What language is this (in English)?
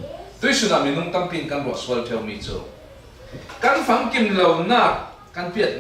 Falam Chin